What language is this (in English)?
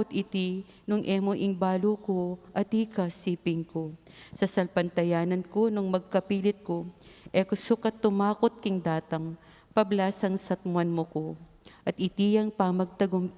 Pampanga